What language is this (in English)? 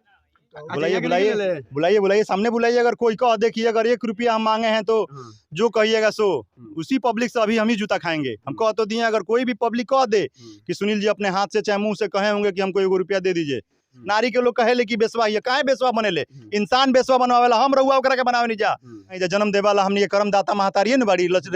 Bhojpuri